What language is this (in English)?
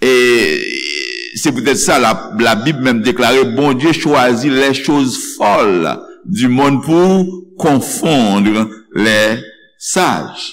Haitian Creole